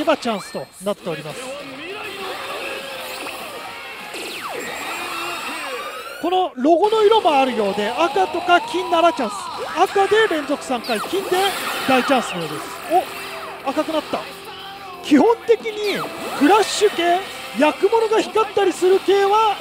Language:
Japanese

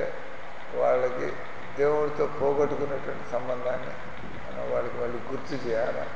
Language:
Telugu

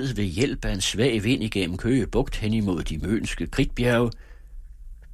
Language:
Danish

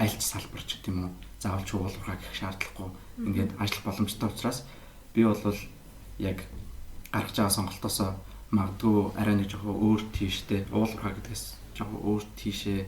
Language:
Mongolian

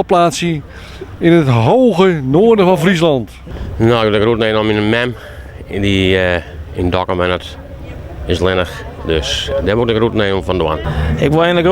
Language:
Western Frisian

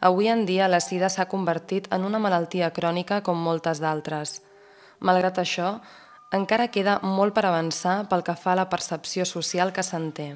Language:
Catalan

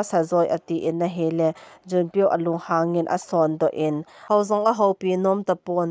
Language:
Thado Chin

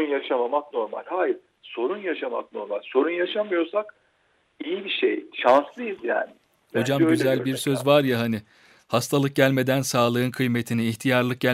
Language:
Turkish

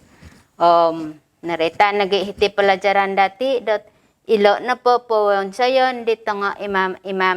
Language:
Central Dusun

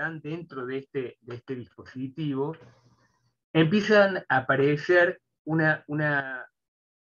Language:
Spanish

